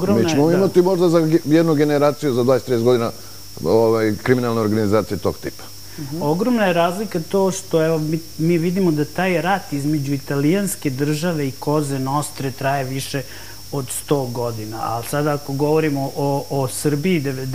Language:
Serbian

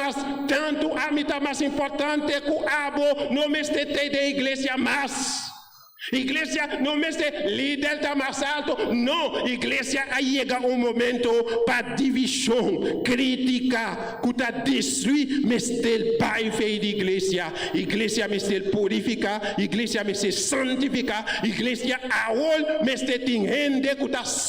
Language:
Papiamento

